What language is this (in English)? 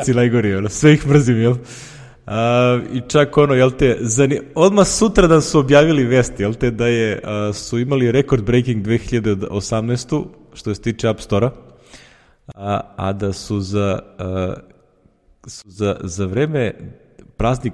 Serbian